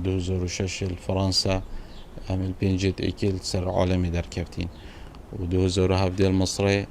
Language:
Kurdish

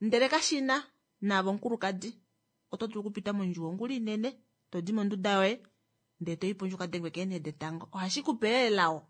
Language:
Kuanyama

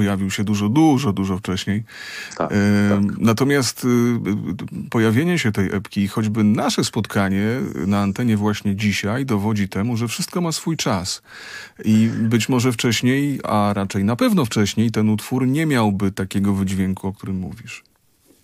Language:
Polish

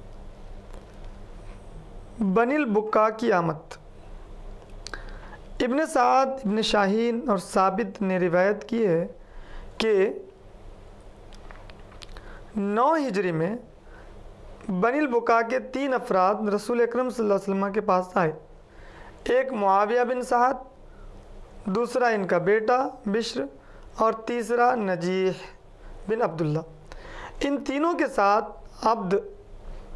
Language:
Urdu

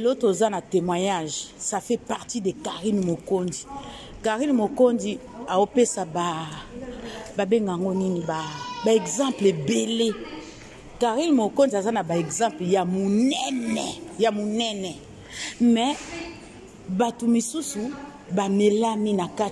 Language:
Lingala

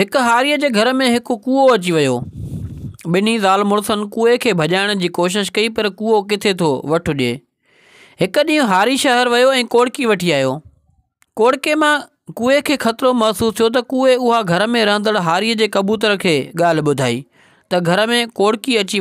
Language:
Sindhi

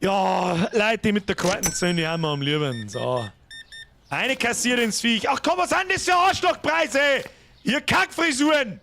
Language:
Bavarian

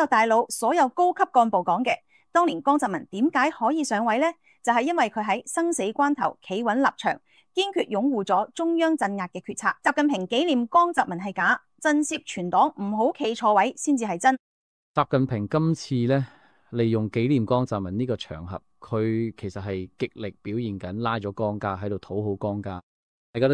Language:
Cantonese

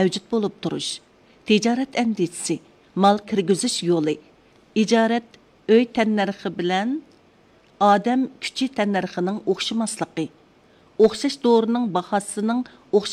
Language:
Uyghur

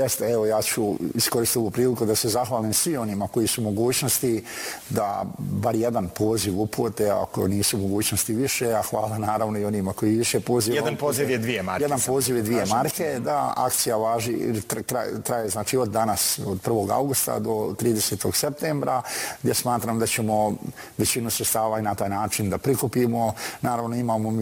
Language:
Bosnian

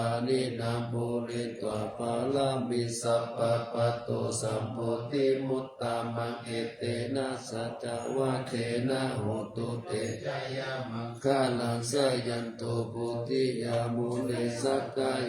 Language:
Pali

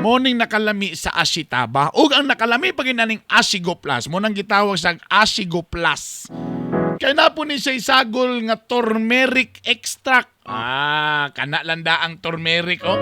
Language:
Cebuano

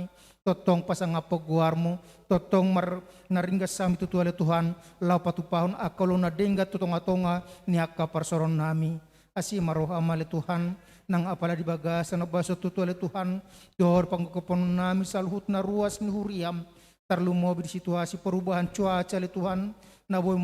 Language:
Batak Toba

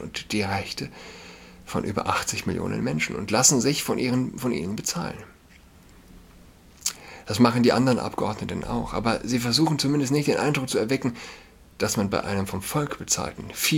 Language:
German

